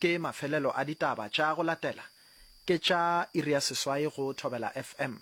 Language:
Northern Sotho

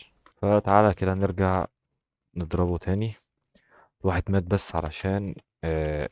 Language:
Egyptian Arabic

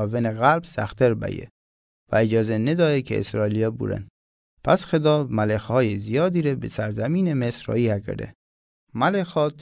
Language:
Mazanderani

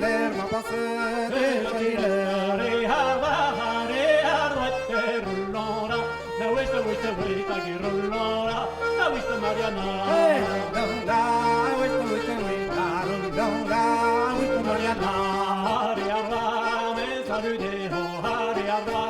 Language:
Breton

